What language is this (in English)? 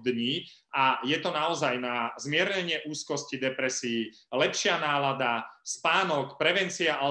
Slovak